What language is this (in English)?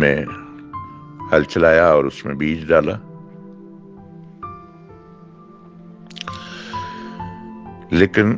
Urdu